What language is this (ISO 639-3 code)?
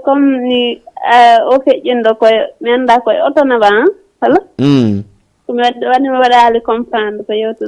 ful